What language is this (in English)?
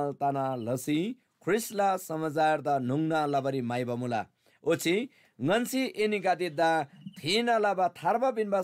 Eastern Tamang